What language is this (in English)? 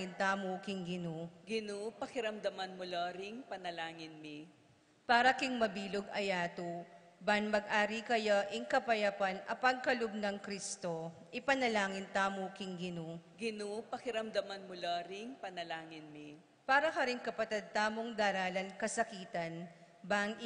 Pampanga